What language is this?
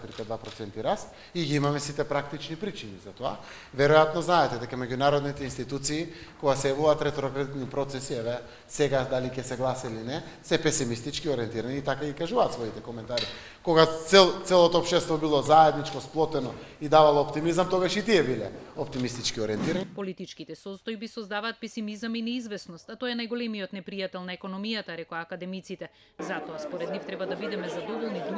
Macedonian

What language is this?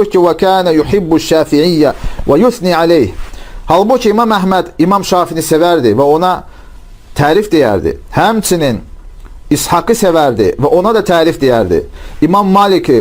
Azerbaijani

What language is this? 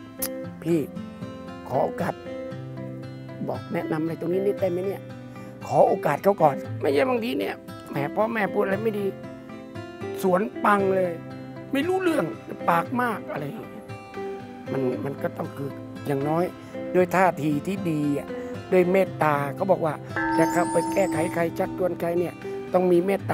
Thai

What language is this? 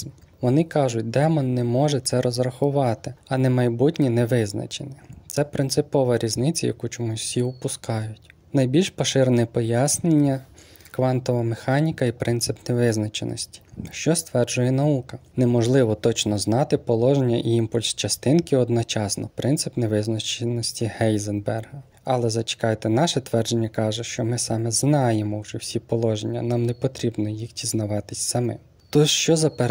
Ukrainian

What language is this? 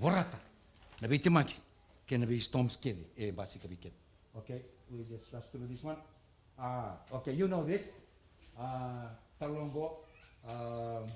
Fijian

